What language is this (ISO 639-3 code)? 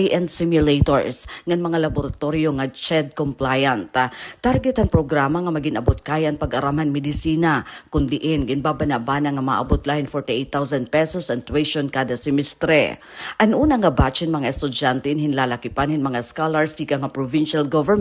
war